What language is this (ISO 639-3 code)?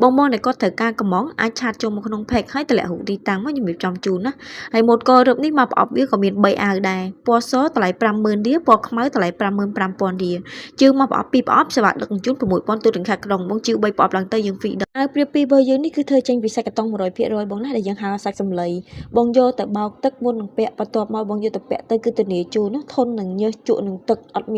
khm